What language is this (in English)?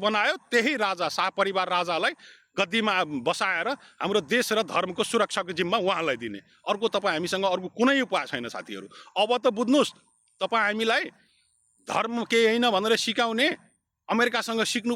Nepali